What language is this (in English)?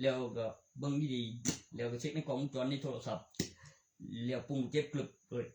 Northeastern Thai